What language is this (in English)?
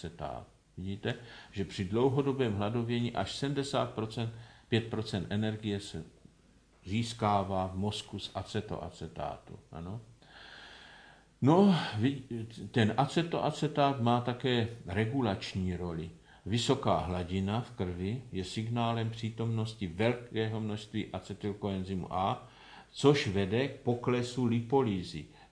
Czech